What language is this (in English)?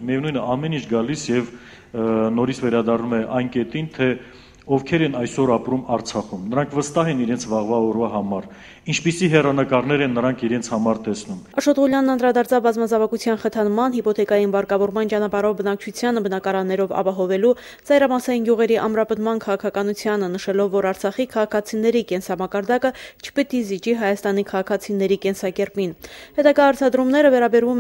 Armenian